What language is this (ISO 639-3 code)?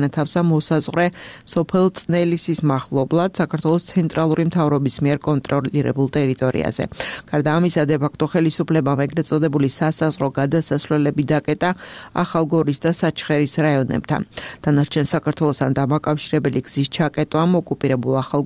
kat